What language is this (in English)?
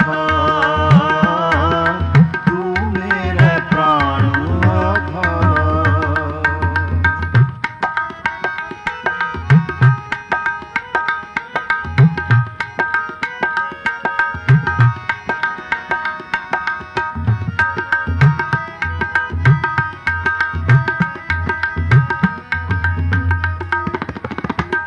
Punjabi